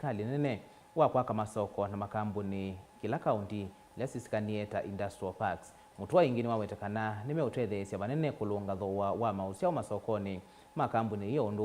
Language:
Kamba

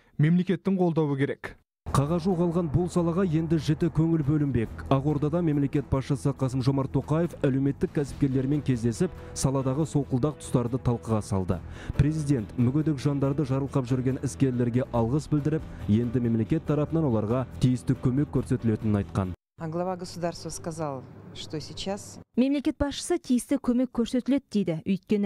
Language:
Kazakh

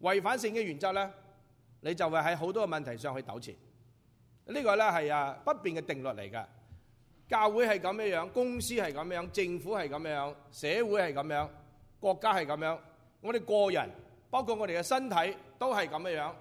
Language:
Cantonese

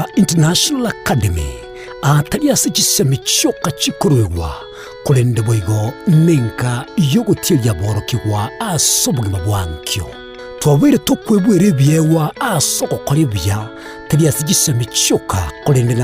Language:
Gusii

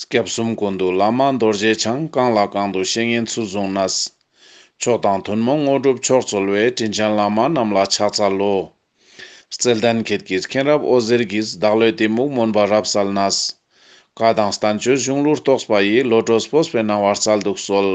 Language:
Ladakhi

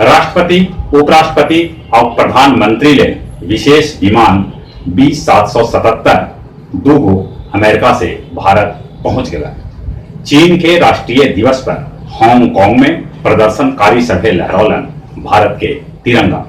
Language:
Magahi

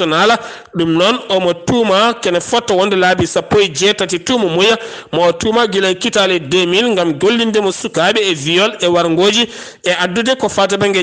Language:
Fula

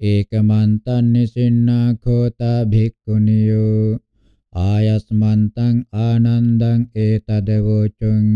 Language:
Pali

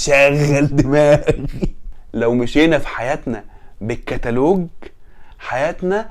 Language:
Egyptian Arabic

